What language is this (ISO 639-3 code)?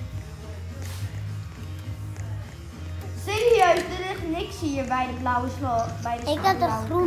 nld